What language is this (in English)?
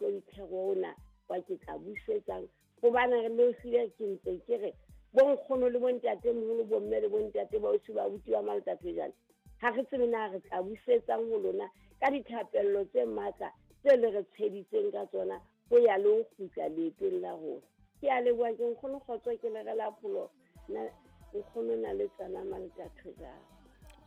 Southern Sotho